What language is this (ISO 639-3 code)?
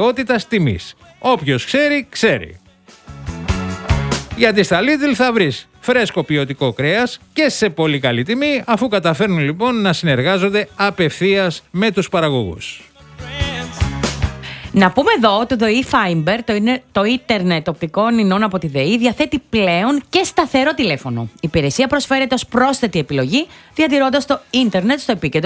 ell